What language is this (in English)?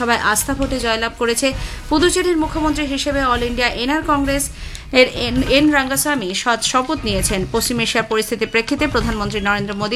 Bangla